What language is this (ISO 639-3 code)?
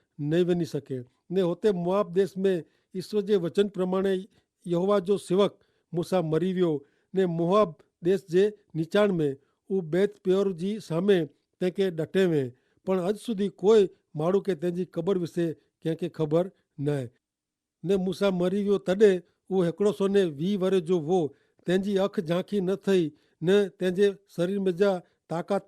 kfr